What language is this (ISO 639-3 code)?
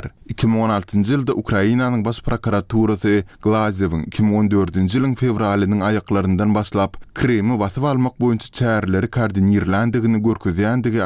tuk